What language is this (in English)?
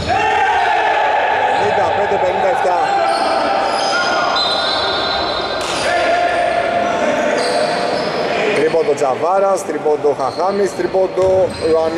Greek